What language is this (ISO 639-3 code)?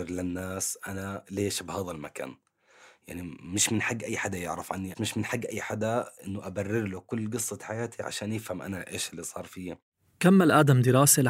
apc